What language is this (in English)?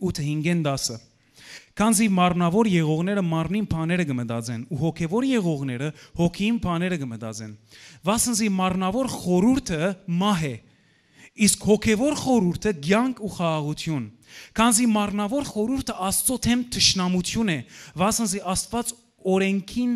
Western Armenian